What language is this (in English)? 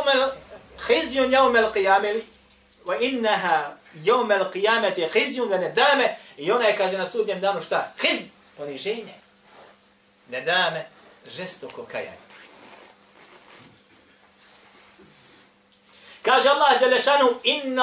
Bosnian